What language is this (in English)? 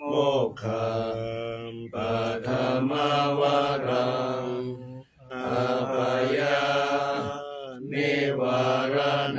Pali